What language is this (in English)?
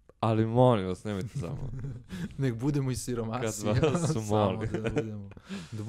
Serbian